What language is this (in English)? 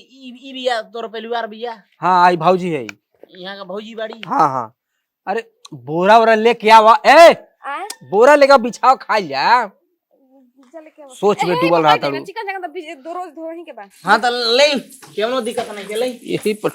Bhojpuri